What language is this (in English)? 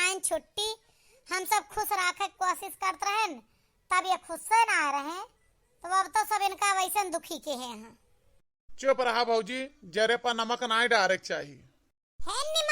Awadhi